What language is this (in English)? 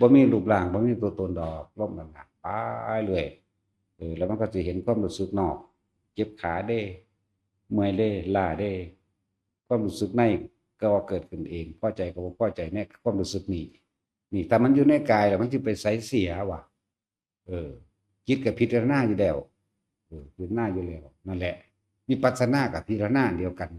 Northeastern Thai